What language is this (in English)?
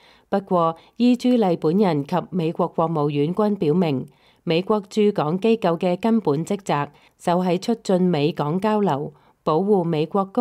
Cantonese